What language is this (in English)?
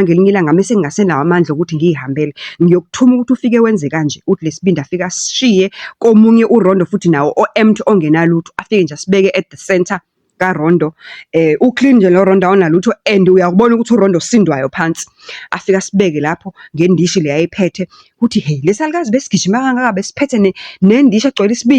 Zulu